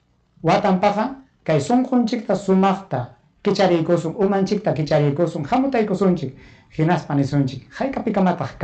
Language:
Ayacucho Quechua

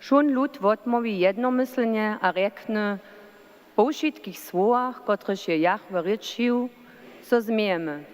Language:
Upper Sorbian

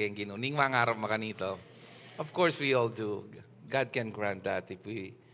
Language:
Pampanga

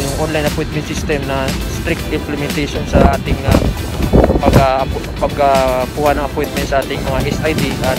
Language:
Filipino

